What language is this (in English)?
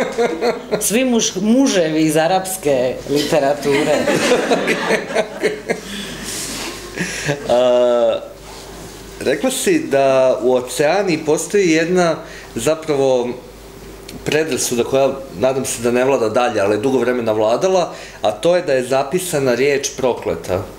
Croatian